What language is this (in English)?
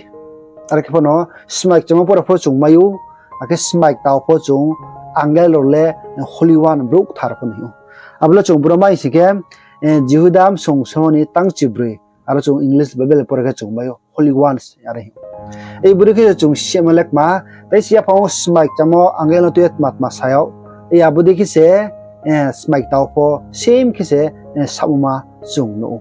Riang (India)